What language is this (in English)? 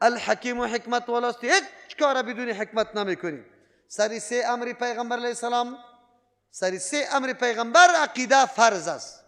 Persian